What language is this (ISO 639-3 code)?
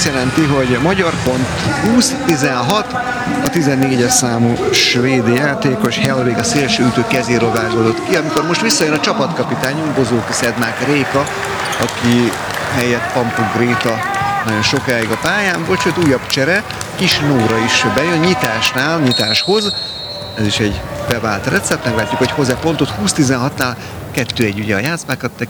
hun